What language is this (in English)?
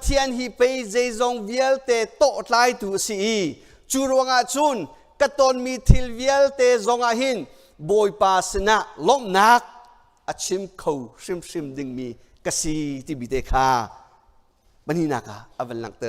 Hakha Chin